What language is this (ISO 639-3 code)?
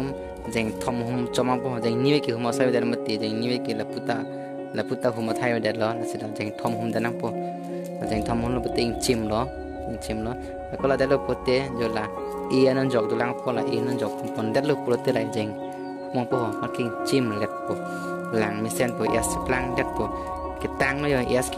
mjw